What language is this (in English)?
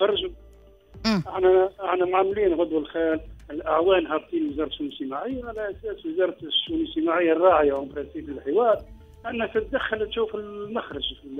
Tunisian Arabic